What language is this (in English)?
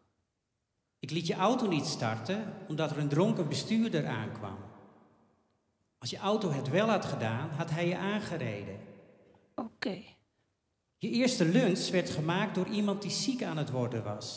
Dutch